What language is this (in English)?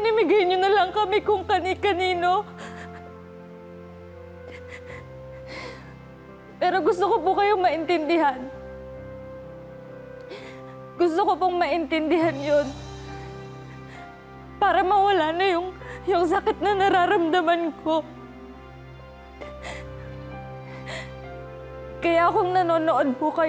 Filipino